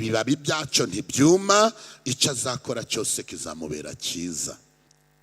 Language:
Kinyarwanda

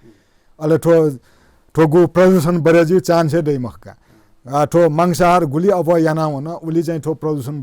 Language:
Newari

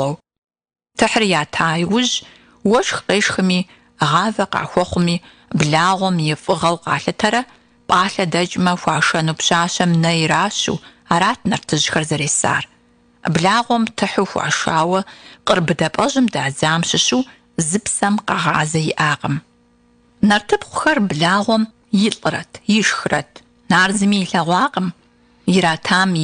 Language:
Kabardian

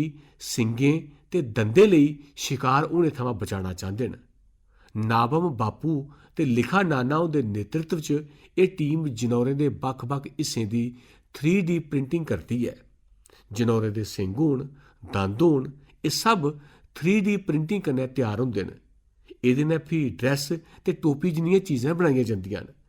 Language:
Dogri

